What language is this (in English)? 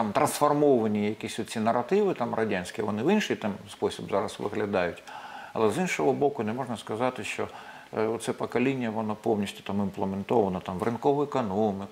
Ukrainian